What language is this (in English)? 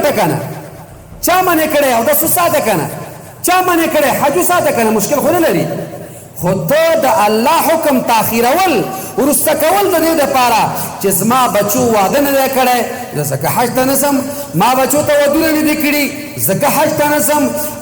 Pashto